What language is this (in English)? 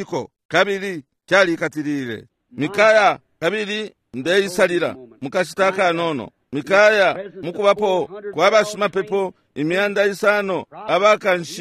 Bemba